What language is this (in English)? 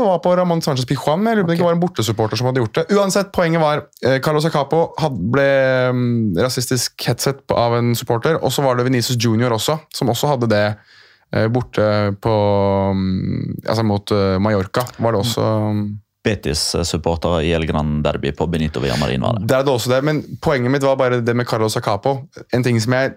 Norwegian